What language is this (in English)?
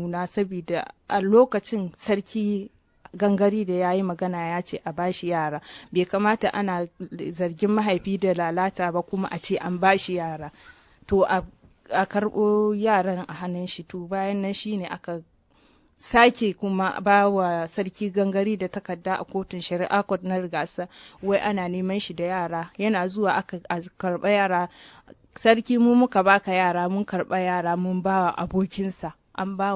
Hausa